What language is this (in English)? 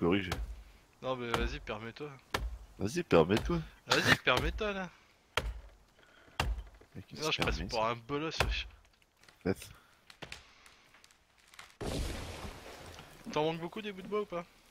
French